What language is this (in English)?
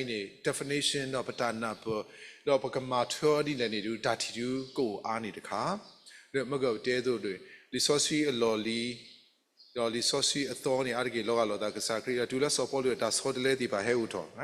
S'gaw Karen